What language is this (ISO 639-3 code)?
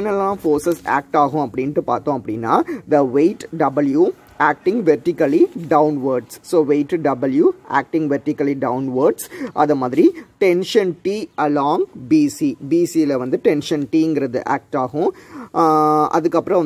tam